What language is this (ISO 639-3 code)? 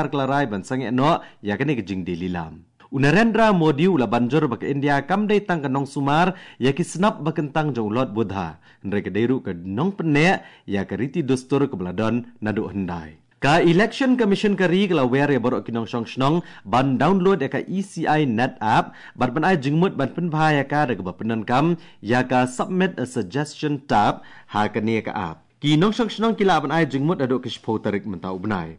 kha